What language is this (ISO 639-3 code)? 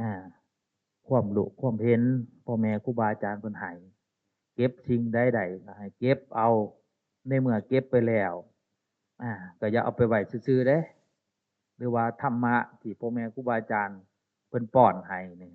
tts